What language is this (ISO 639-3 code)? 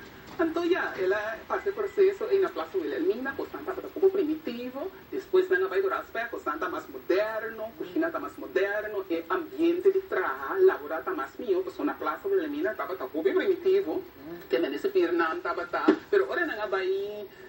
pap